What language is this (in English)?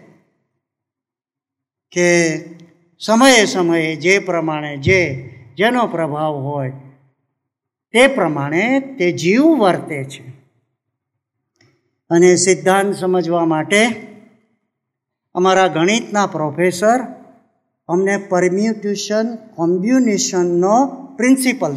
Gujarati